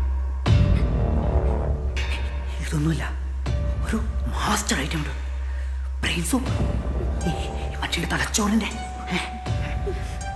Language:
Malayalam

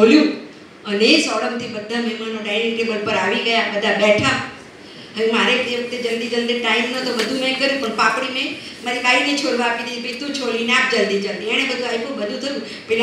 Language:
Gujarati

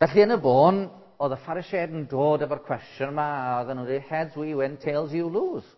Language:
Welsh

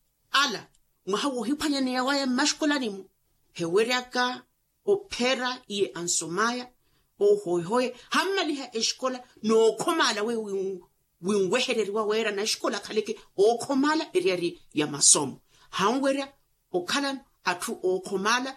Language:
Makhuwa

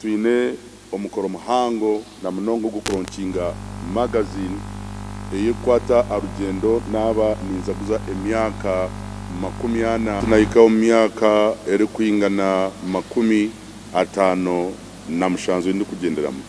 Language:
Nyankole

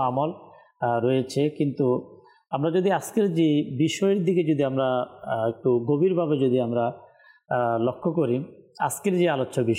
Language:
Bangla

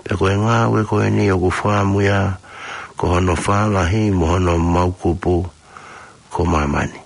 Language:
Tongan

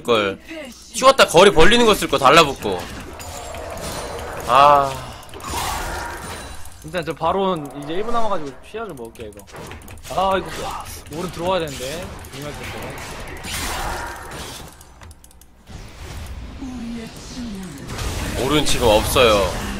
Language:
Korean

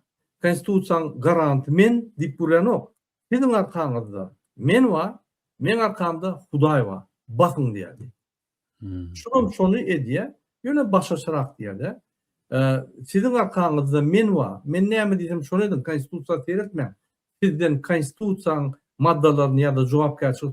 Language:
Turkmen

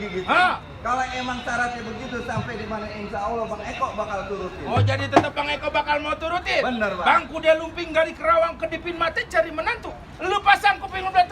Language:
Betawi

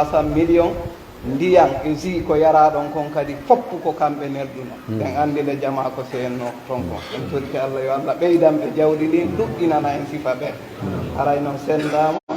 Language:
Fula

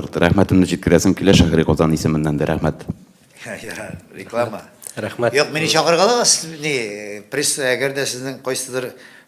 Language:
Tatar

